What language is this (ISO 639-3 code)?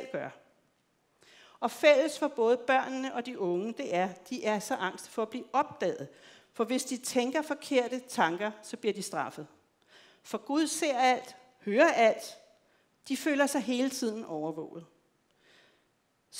dan